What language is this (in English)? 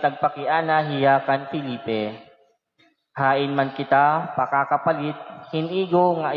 Waray